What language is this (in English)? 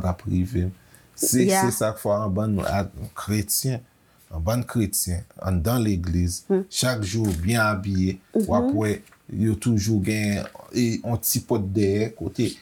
Haitian Creole